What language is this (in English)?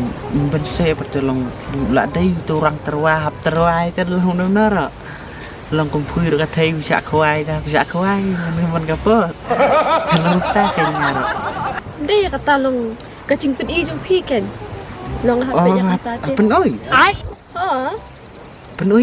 Khasi